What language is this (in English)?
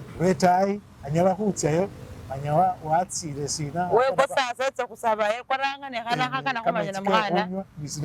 Masaaba